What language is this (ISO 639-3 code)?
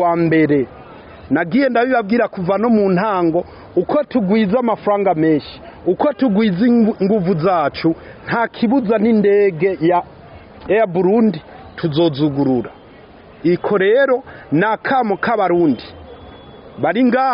run